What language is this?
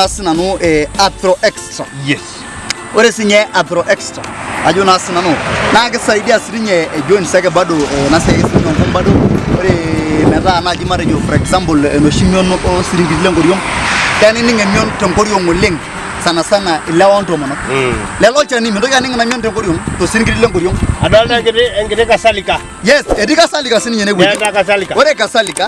Masai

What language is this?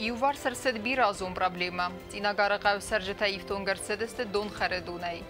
Ossetic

